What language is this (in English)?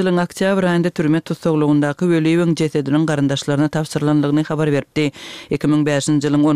Turkmen